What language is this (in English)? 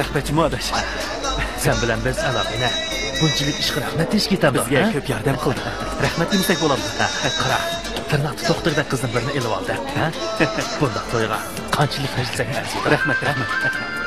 Uyghur